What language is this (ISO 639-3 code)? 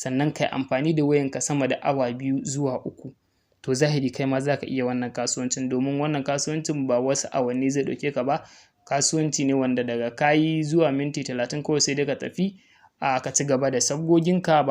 hau